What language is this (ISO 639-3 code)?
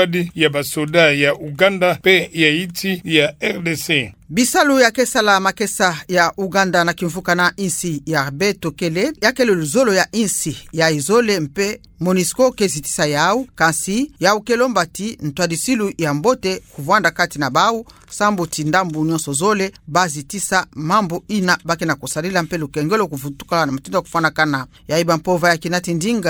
ktu